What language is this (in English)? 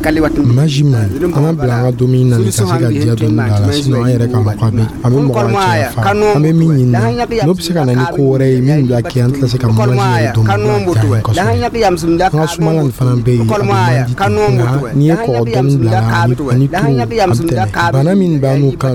Dyula